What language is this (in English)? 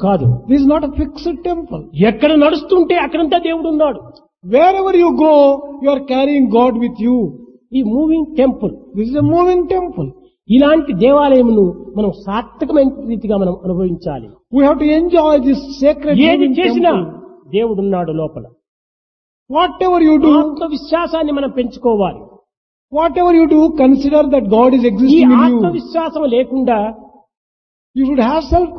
Telugu